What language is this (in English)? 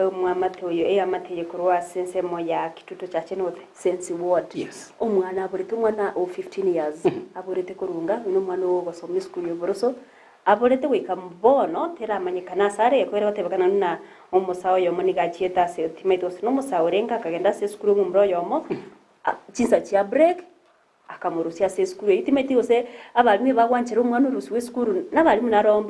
Gusii